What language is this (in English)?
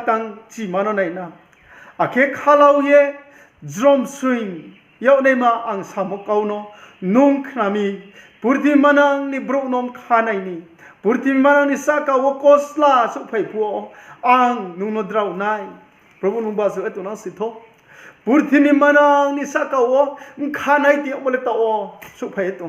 Riang (India)